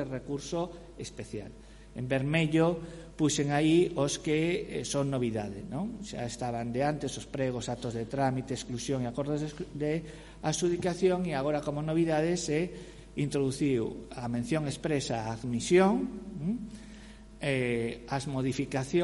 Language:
Galician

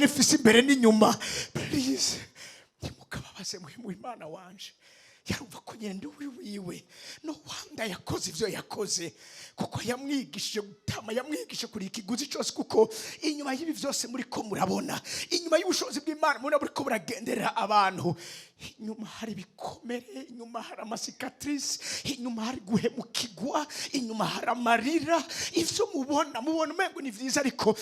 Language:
Rundi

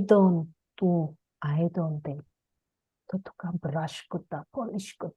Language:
Konkani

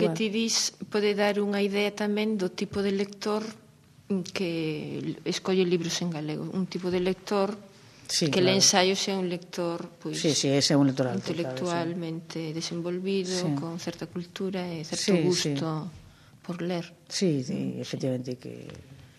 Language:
Galician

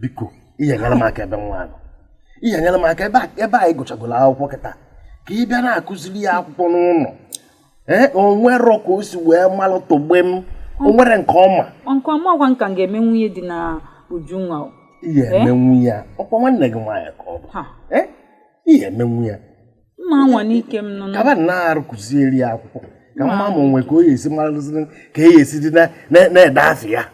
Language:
Igbo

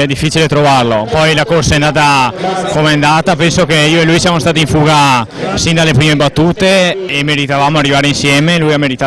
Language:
Italian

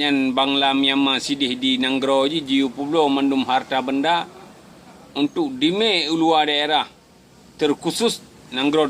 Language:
Achinese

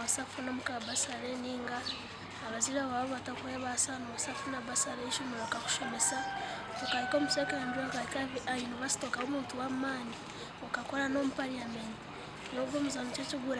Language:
Nyankole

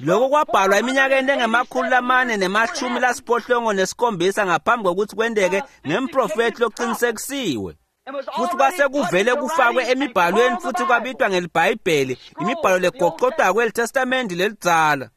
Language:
Swati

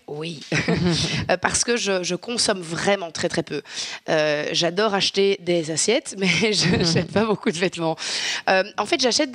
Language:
French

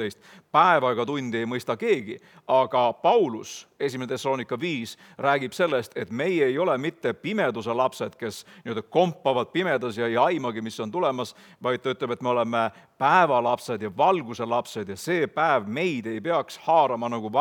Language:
Estonian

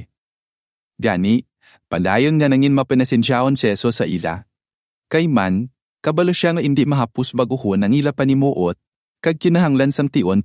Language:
Hiligaynon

